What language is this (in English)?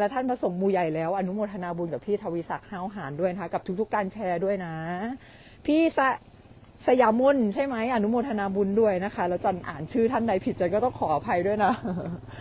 Thai